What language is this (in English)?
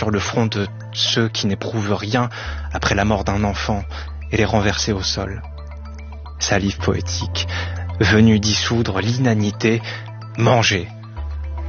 French